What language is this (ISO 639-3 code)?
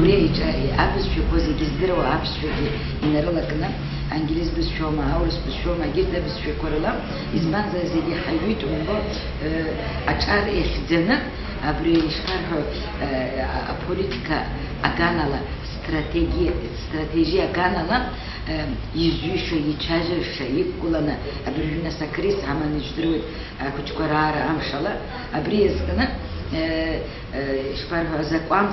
abk